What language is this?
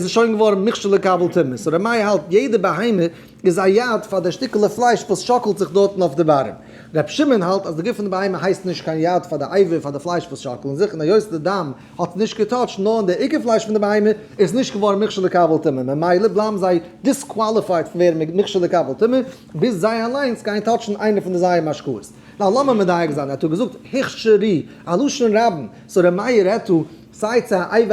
Yiddish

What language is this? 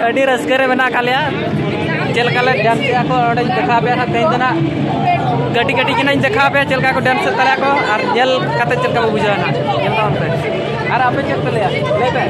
Santali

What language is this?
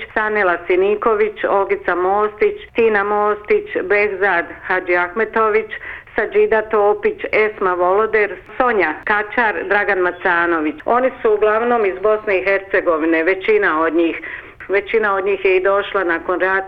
Bosnian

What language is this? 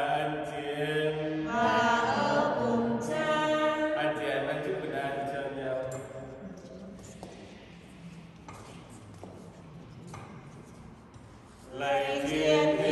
Vietnamese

